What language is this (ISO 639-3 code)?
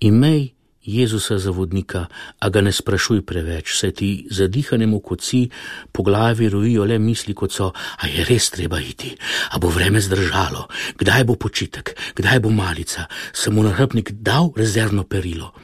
slv